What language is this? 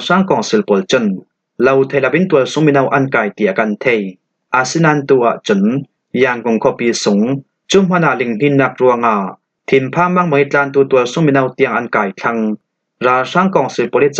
Falam Chin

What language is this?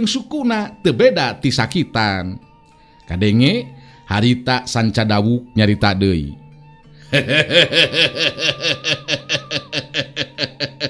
Sundanese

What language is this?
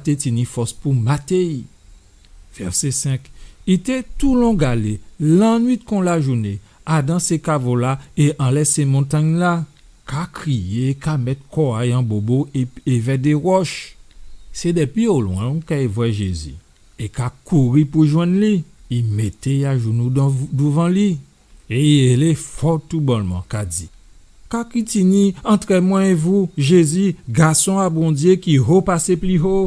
Guadeloupean Creole French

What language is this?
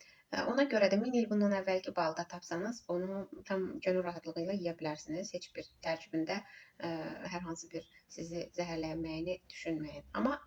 Azerbaijani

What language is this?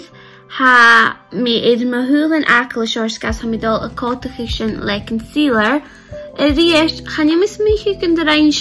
Scottish Gaelic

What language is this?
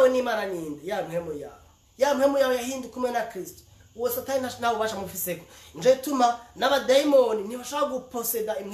Rundi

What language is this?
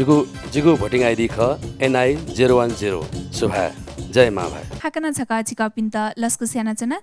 Newari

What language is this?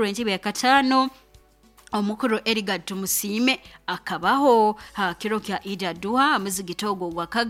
Nyoro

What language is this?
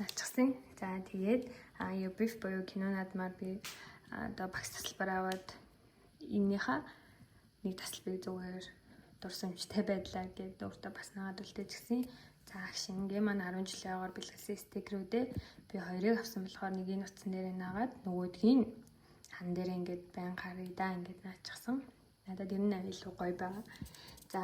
Mongolian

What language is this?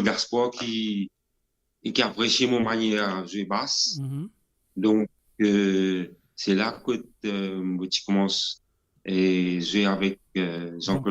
Morisyen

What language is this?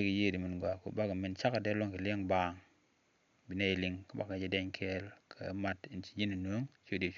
Nuer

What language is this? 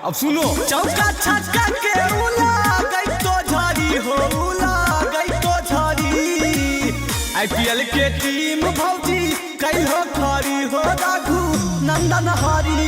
Magahi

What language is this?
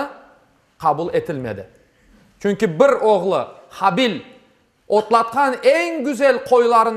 Crimean Tatar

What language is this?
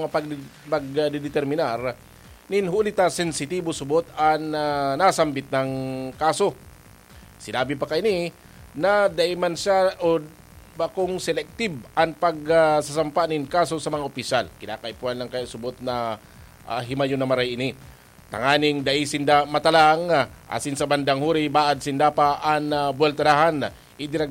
Bikol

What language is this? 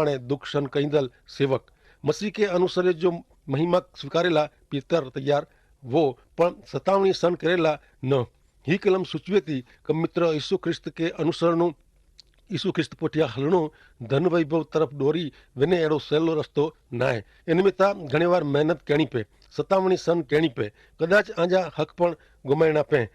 Kachhi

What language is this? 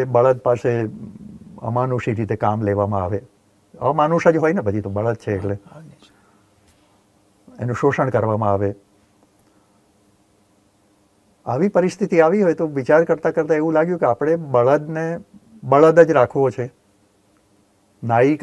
Gujarati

